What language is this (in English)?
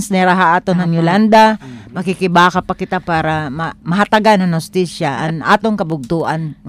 Filipino